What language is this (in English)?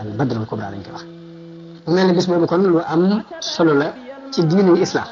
Wolof